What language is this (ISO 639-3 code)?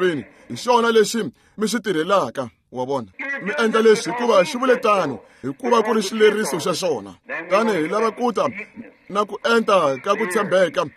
tso